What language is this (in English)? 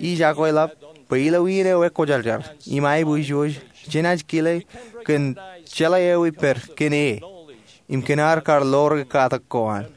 Marshallese